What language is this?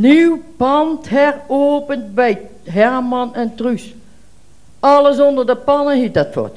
Limburgish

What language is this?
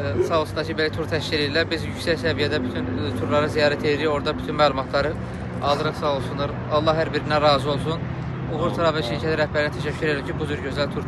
Azerbaijani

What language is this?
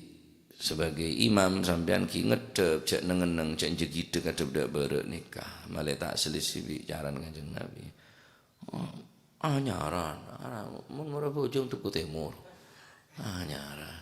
Madurese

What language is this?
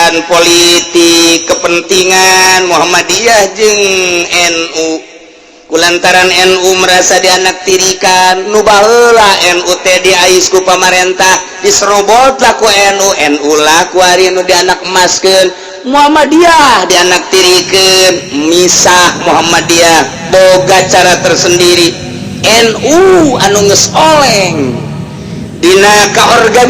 Sundanese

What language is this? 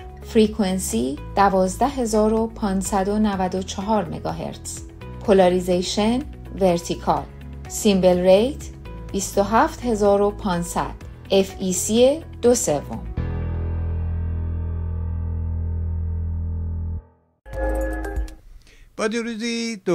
Persian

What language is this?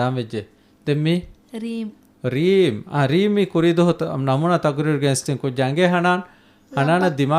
Divehi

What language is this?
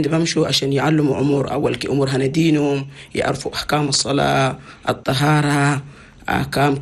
Chadian Arabic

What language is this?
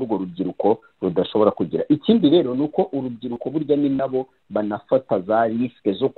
Kinyarwanda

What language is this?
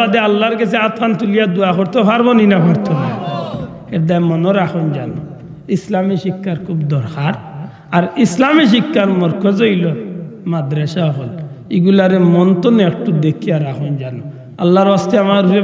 Sylheti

